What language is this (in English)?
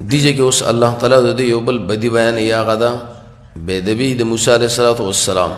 Pashto